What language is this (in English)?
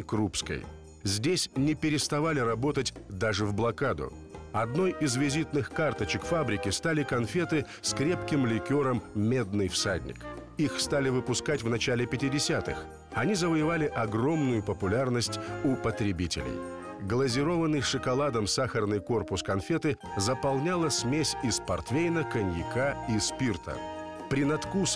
Russian